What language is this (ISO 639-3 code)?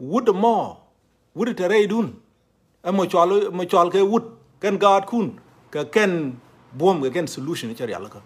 nus